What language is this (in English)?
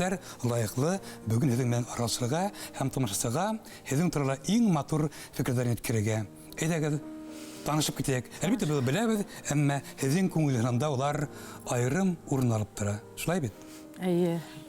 Bashkir